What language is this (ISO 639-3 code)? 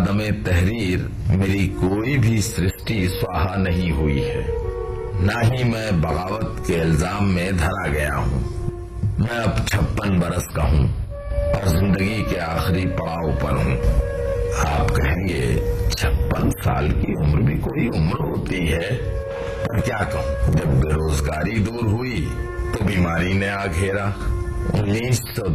hin